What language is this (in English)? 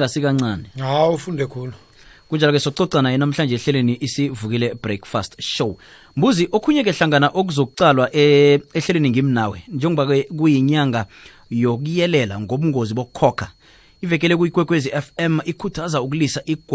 South Ndebele